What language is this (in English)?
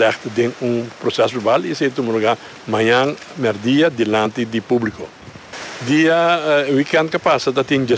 Papiamento